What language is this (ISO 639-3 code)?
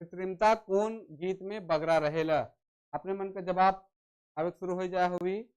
sck